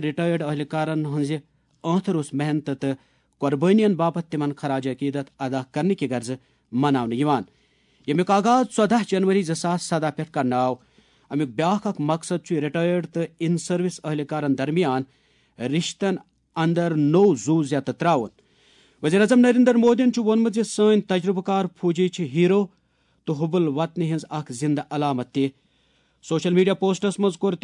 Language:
Kashmiri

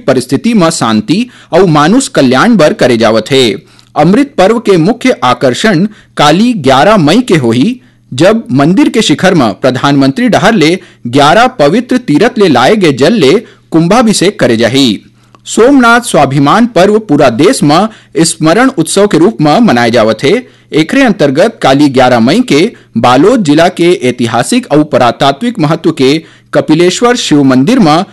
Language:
Chhattisgarhi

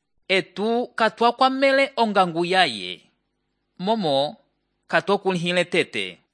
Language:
Umbundu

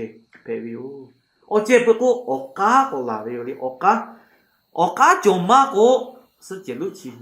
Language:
Lahu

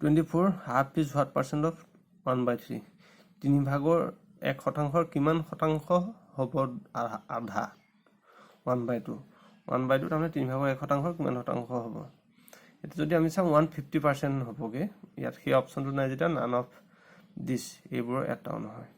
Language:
Assamese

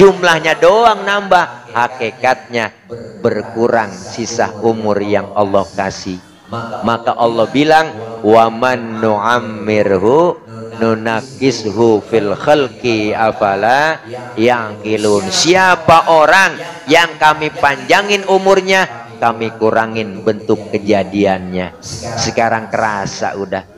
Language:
Betawi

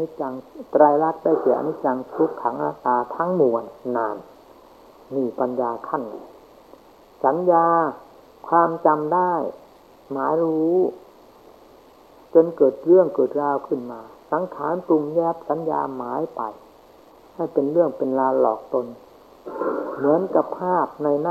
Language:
Thai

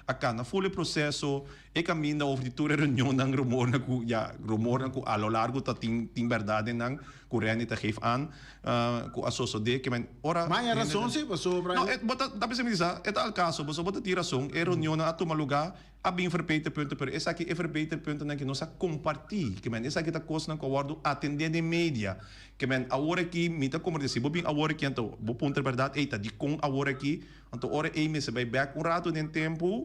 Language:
Papiamento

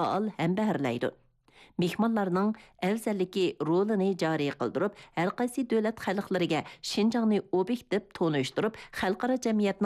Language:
Uyghur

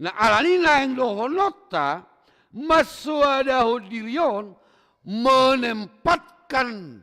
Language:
Batak Toba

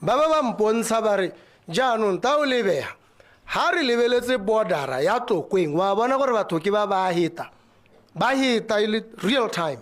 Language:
Tswana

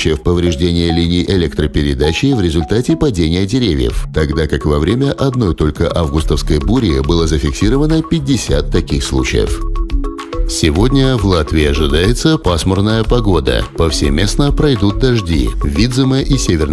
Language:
Russian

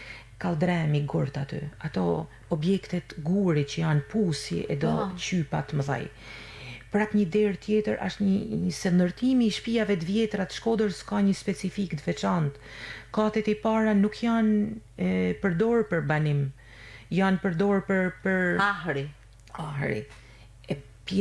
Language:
Albanian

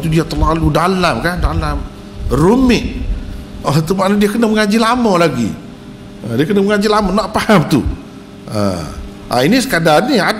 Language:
Malay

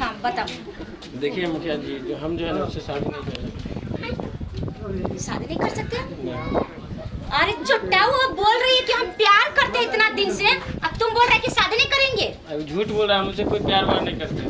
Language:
Maithili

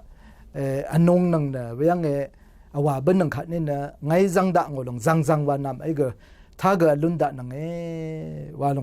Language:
Rawang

